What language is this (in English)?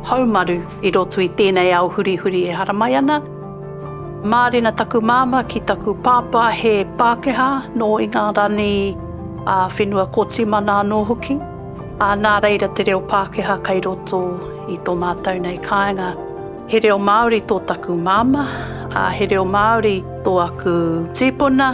Māori